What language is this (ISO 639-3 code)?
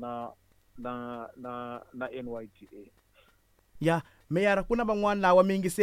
tso